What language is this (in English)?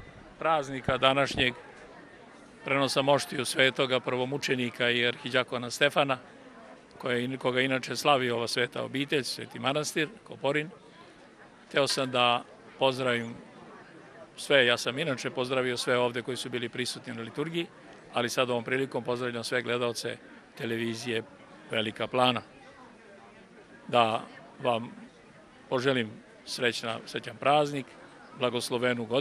Serbian